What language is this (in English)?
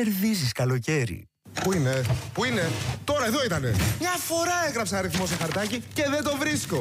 Greek